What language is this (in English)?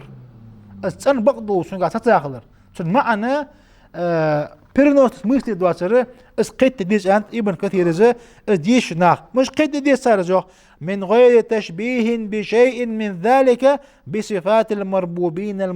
Ingush